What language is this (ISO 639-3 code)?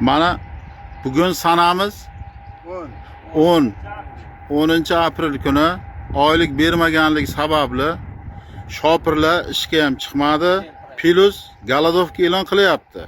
uzb